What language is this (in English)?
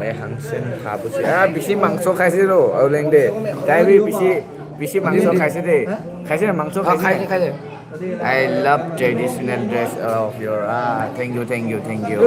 Naga Pidgin